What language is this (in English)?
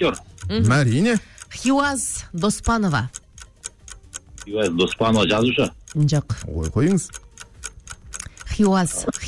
Kazakh